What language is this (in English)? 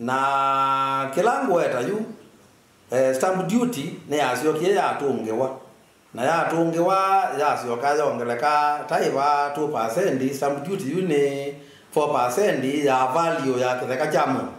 Kamba